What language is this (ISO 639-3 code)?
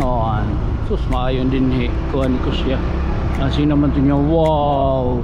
war